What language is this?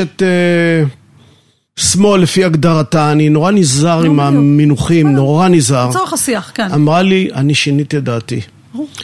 Hebrew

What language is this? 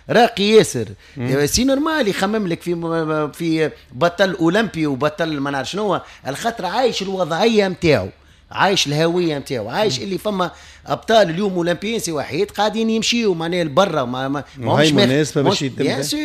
Tunisian Arabic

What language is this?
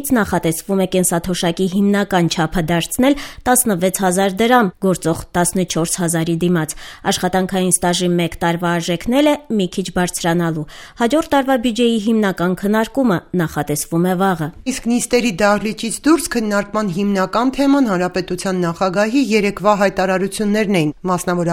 Armenian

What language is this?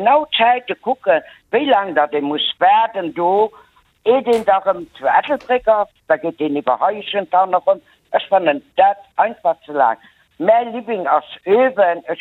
Luxembourgish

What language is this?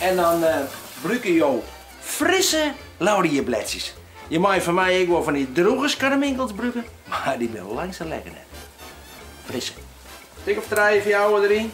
Western Frisian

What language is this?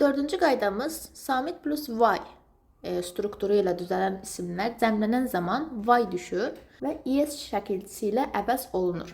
Azerbaijani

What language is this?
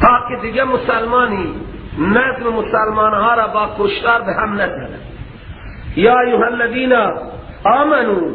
Persian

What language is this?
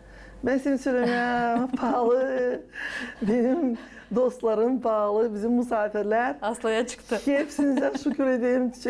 Gagauz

